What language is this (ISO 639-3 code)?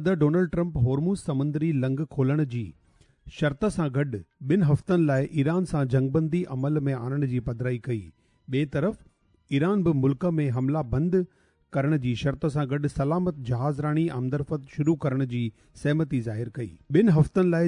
snd